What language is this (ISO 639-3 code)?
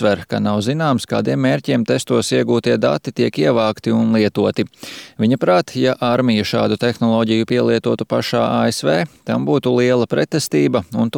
lav